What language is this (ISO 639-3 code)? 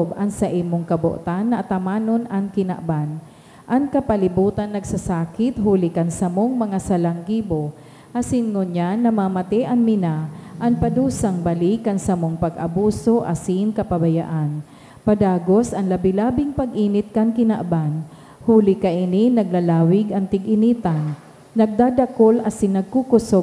bik